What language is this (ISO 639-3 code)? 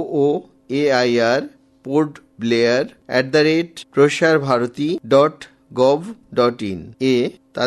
ben